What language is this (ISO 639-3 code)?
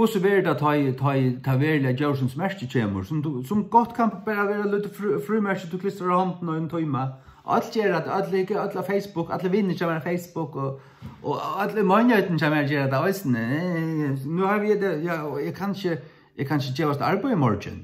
fao